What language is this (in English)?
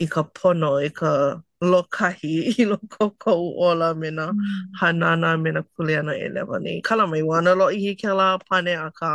Hawaiian